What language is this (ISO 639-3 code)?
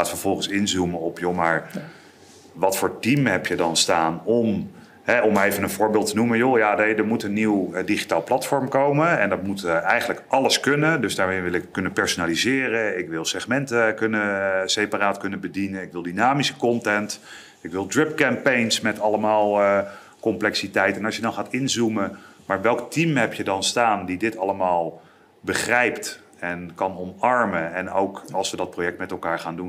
nld